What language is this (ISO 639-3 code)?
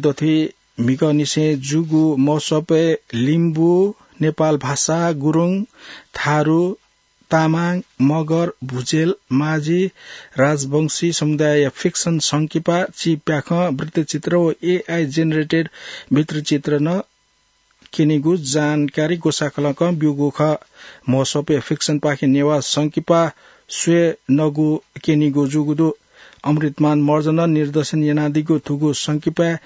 new